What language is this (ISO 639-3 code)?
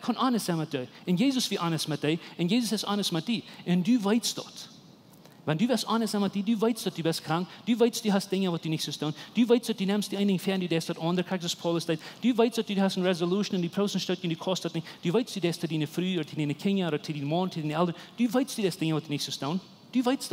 pdt